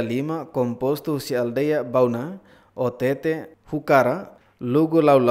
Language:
Tetum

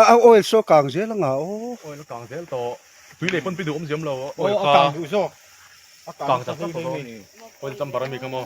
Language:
Mizo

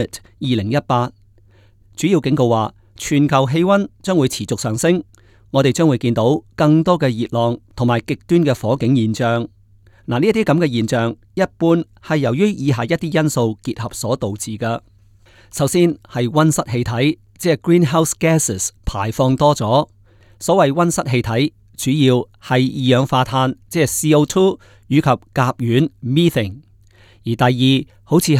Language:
Cantonese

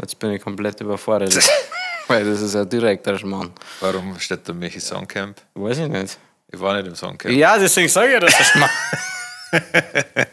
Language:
Bavarian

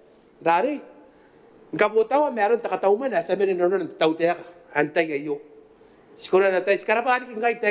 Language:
Gilbertese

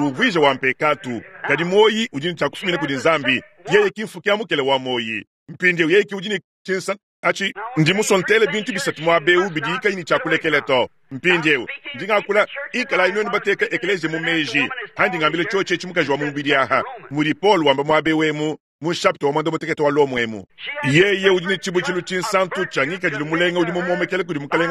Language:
Luba-Lulua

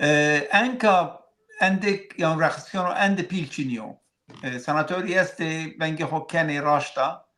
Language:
Zaza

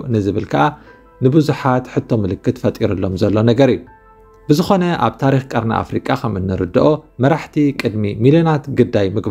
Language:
Tigrinya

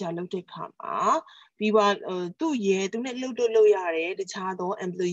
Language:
Burmese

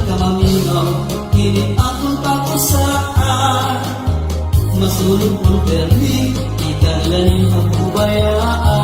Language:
Waray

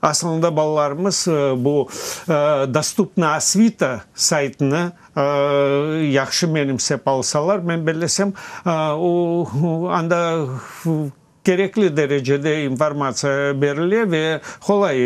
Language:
Crimean Tatar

